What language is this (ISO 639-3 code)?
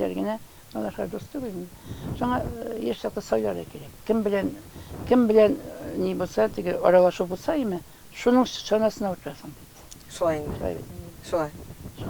tat